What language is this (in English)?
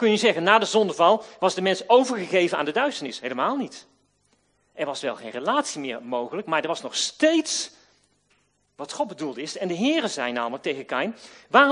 Dutch